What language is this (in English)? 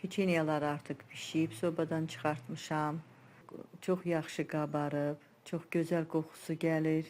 Azerbaijani